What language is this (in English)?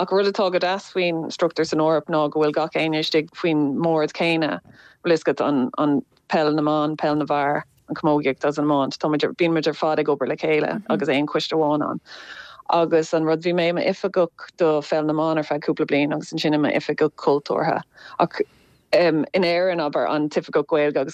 Irish